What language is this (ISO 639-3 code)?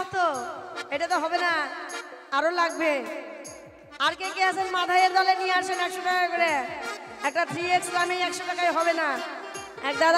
ben